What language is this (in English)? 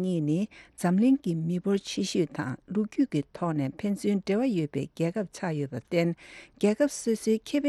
Tibetan